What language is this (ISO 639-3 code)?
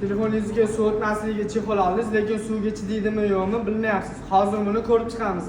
uzb